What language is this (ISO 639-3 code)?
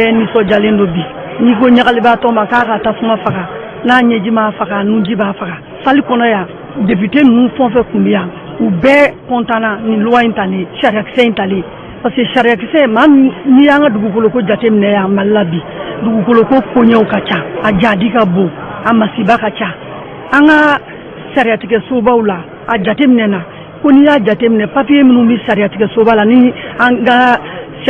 bam